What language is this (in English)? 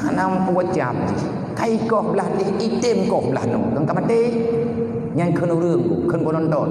Achinese